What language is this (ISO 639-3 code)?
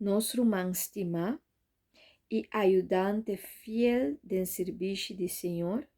pap